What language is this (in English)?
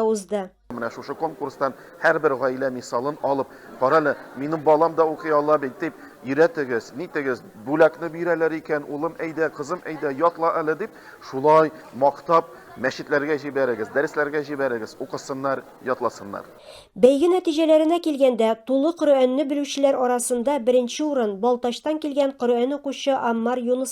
Tatar